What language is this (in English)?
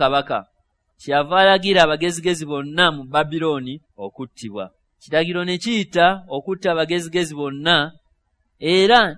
Ganda